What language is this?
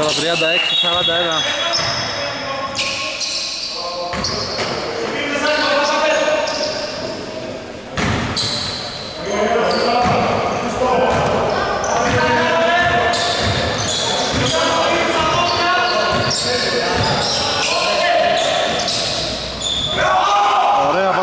Greek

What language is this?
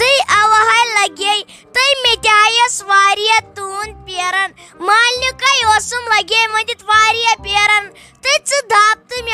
Kashmiri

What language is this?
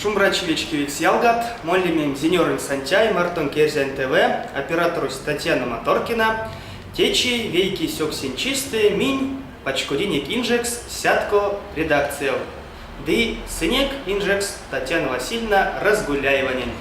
Erzya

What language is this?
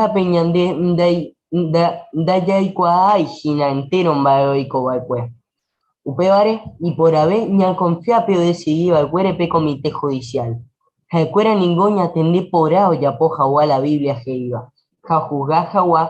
Guarani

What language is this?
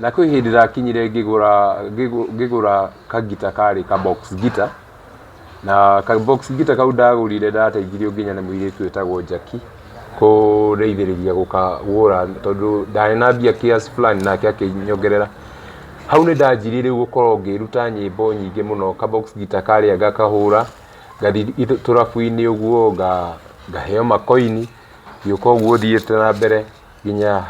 Kikuyu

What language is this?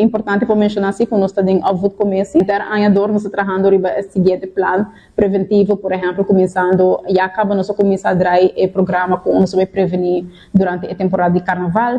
Papiamento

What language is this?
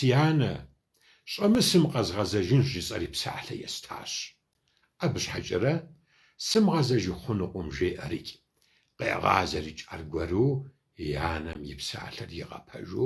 Kabardian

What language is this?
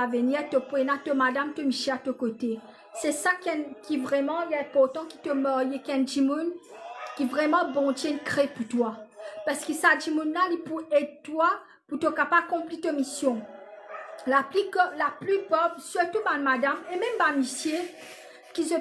Morisyen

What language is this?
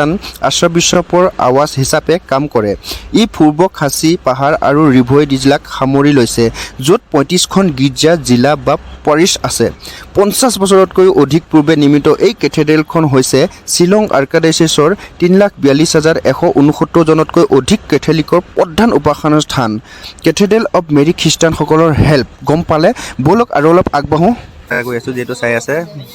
Assamese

